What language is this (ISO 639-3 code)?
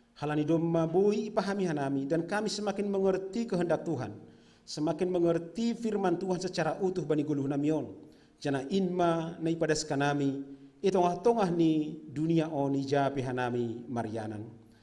bts